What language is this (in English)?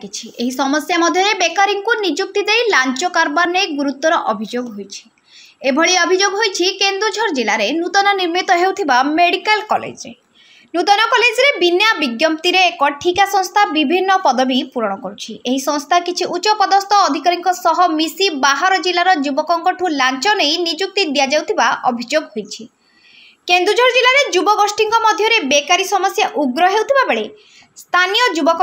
Odia